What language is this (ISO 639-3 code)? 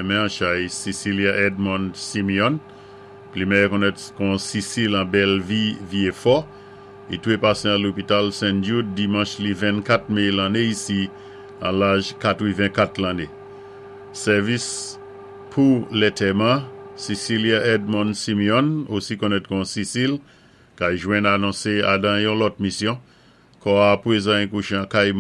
acf